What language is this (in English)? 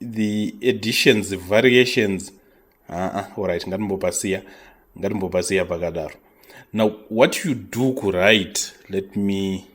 Shona